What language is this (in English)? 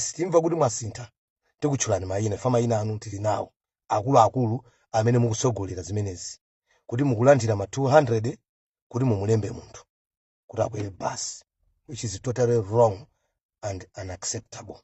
Nyanja